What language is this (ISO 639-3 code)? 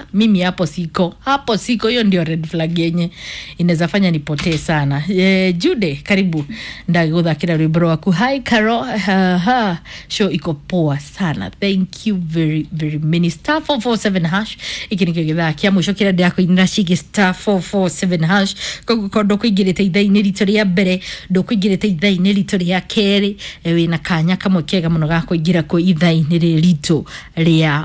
kik